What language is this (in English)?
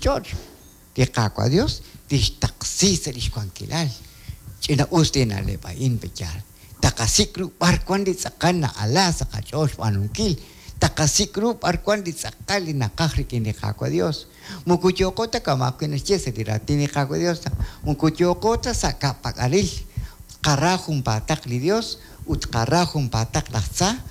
Kekchí